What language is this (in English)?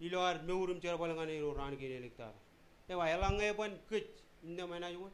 Marshallese